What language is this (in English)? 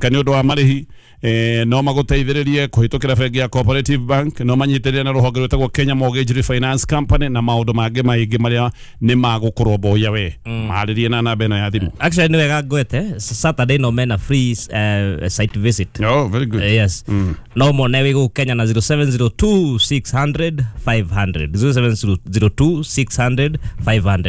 Kikuyu